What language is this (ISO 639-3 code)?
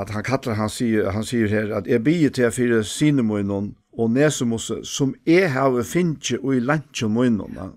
fao